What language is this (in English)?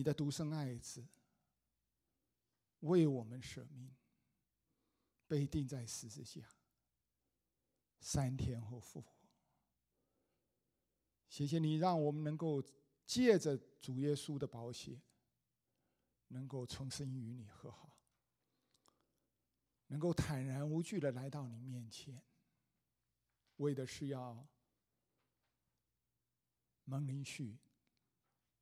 Chinese